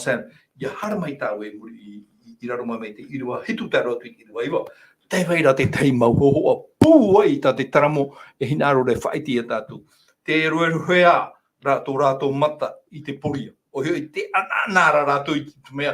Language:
Tahitian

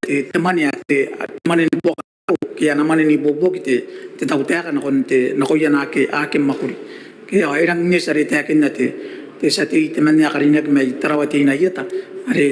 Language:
Gilbertese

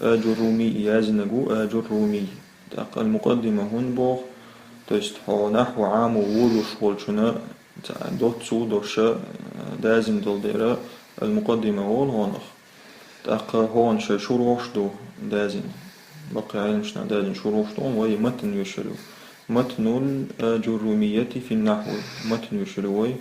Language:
Chechen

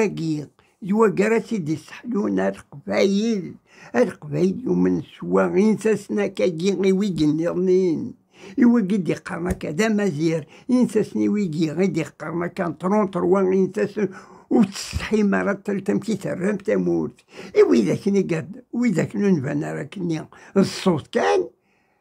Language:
Kabyle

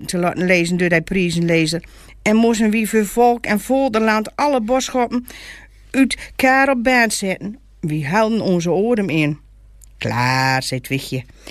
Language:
Gronings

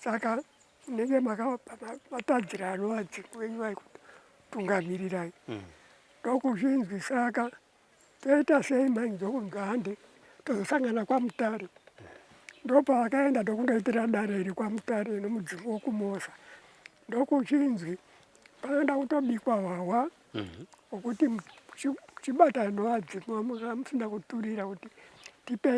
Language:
Shona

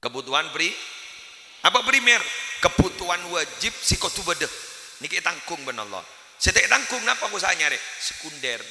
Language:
Madurese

